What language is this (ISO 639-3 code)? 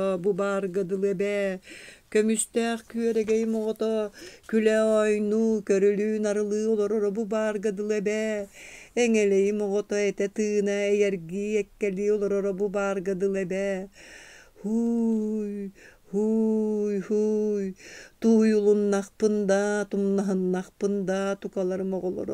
sah